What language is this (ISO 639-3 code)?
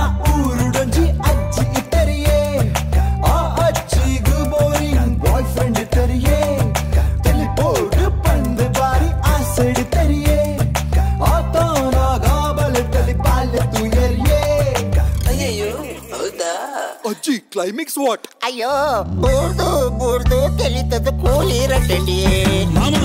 kan